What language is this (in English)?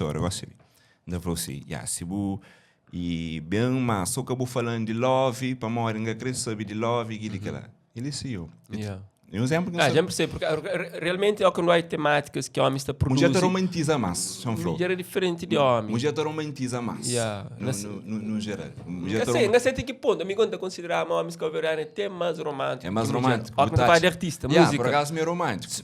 Kabuverdianu